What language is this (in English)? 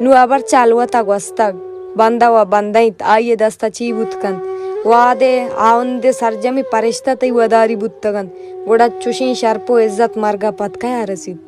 Baluchi